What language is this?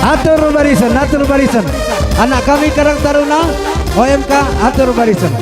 Batak Karo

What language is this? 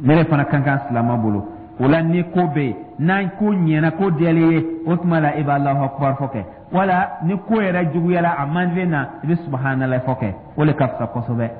Dyula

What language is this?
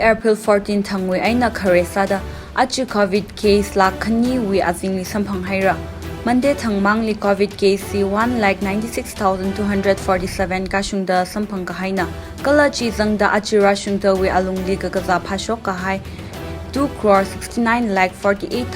Tangkhul Naga (India)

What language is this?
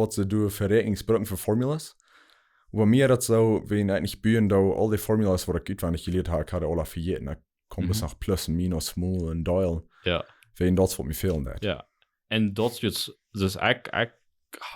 Plautdietsch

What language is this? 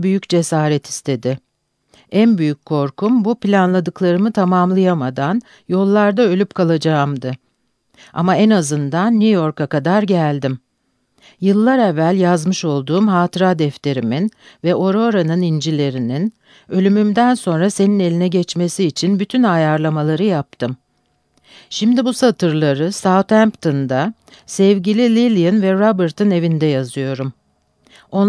Turkish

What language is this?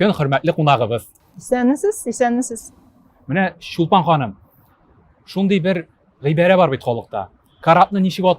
Tatar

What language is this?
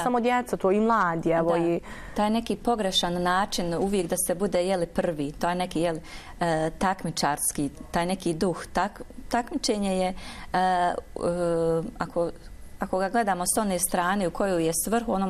Bosnian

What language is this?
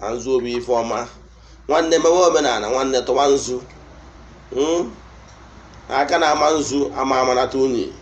Igbo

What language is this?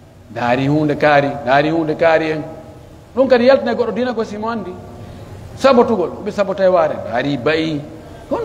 Pular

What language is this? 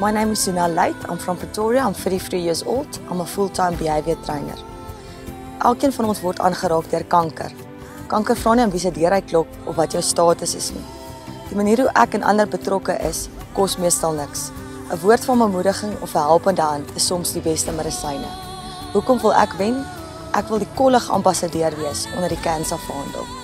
Afrikaans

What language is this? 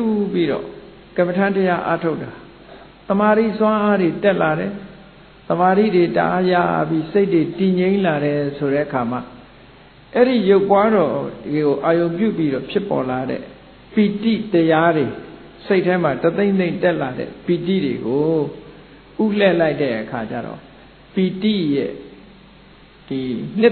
Burmese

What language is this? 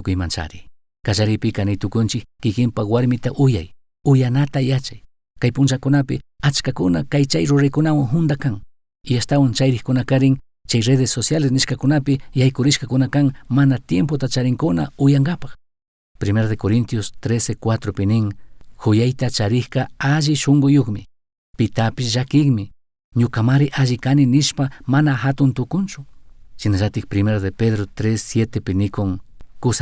Chimborazo Highland Quichua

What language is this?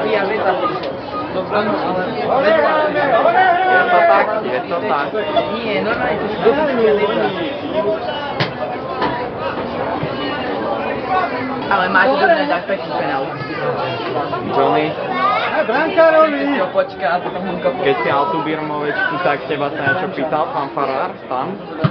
Slovak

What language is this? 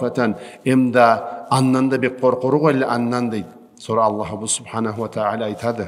Karachay-Balkar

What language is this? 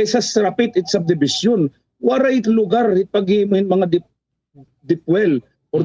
Waray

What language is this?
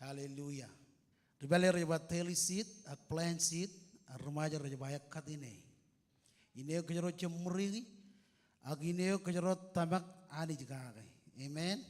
Marshallese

